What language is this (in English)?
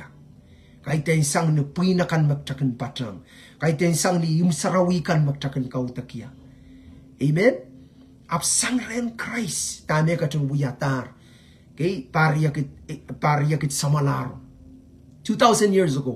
Pohnpeian